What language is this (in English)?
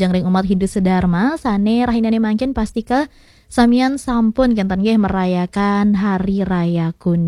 Balinese